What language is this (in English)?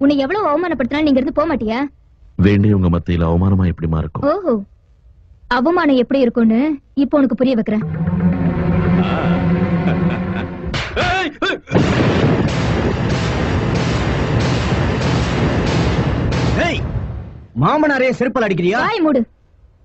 Tamil